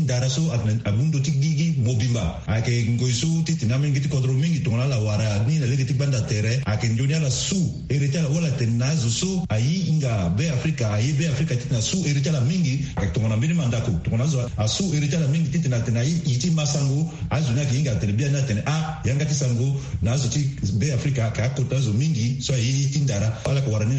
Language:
Sango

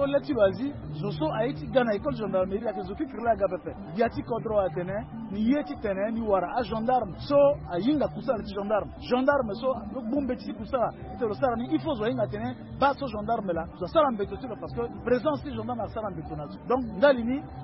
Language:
Sango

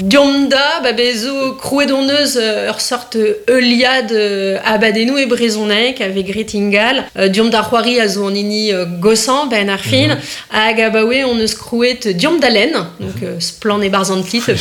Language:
Breton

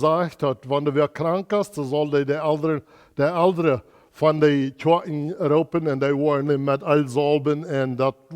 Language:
Plautdietsch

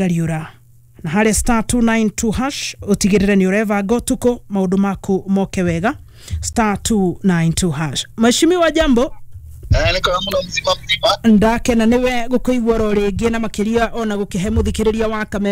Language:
Kikuyu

